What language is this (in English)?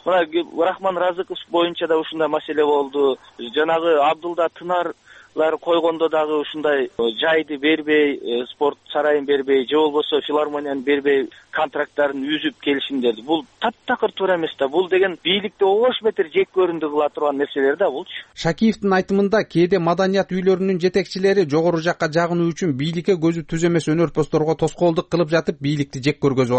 Kyrgyz